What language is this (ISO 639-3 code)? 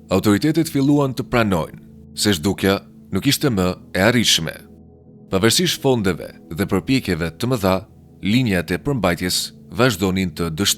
sqi